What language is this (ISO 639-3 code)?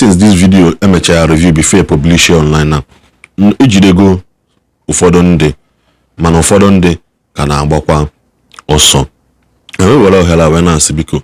ibo